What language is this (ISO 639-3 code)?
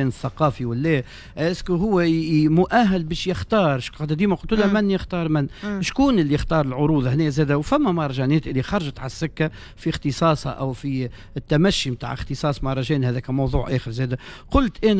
aeb